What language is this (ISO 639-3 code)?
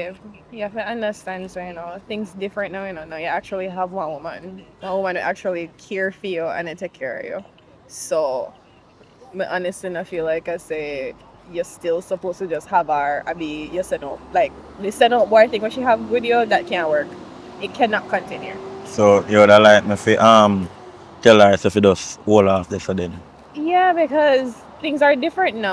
jam